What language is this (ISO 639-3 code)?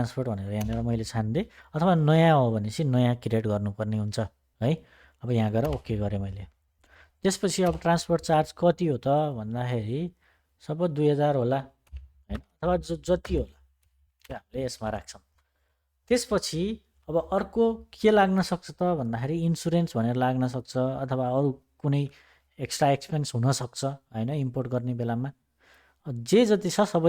nep